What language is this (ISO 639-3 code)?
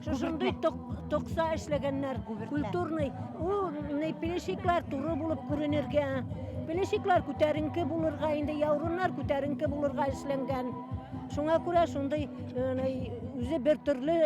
bak